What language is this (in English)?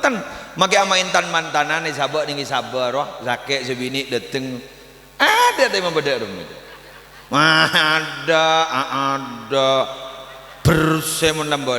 Madurese